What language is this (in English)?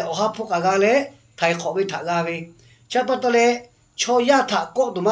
Lahu